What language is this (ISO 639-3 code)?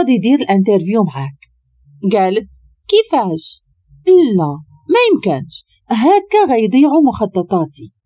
ary